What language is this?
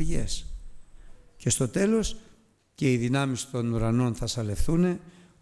Greek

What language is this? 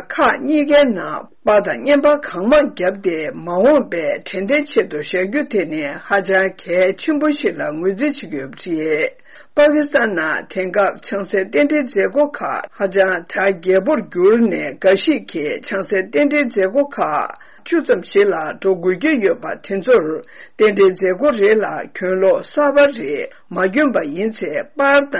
Tibetan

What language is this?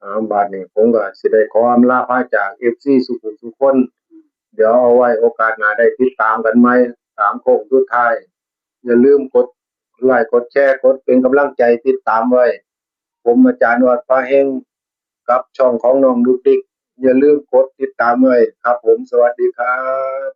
Northeastern Thai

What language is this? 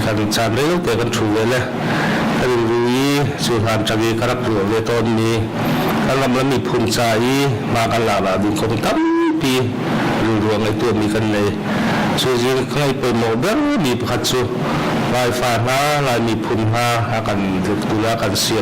Hakha Chin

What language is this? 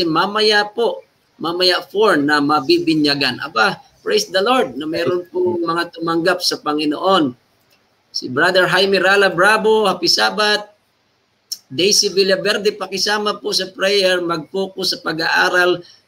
Filipino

